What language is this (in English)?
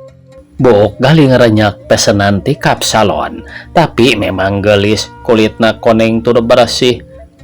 Sundanese